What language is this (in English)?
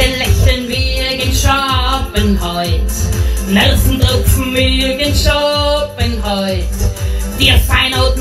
Bavarian